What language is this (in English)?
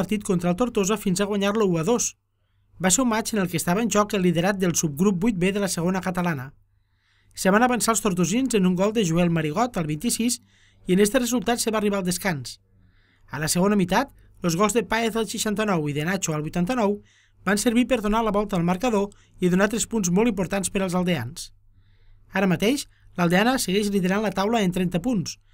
Catalan